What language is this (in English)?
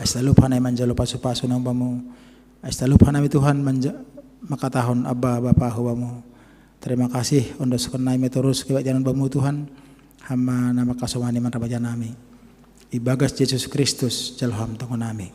Batak Simalungun